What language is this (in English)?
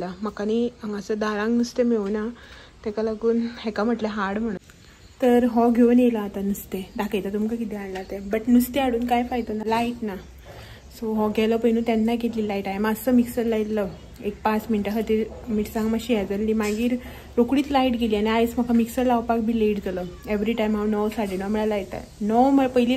Konkani